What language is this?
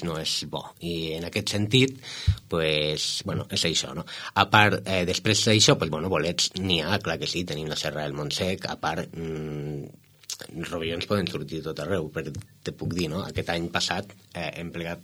Catalan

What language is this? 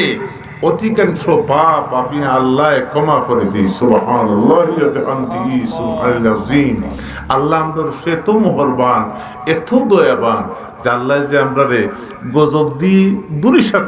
Sylheti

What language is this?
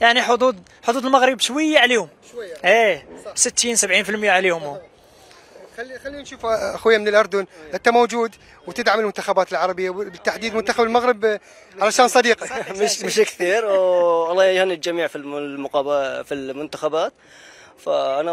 Mesopotamian Arabic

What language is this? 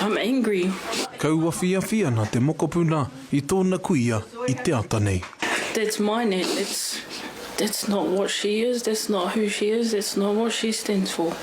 Māori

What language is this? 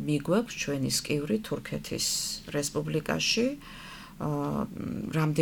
Georgian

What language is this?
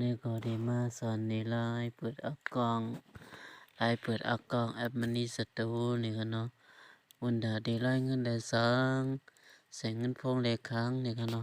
Shan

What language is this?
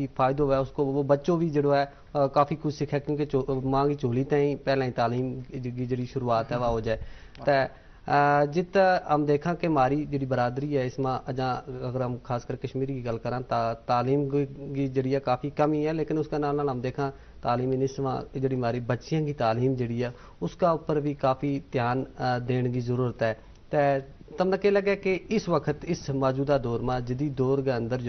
Gujari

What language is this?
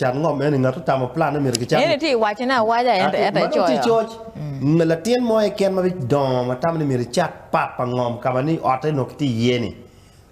Acoli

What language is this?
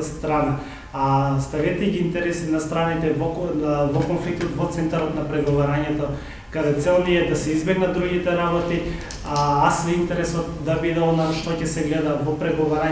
Macedonian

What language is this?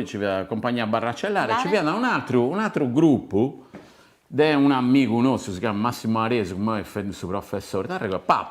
Sardinian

